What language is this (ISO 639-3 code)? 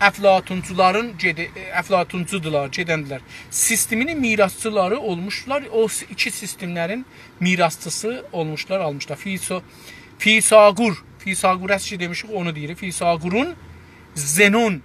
azb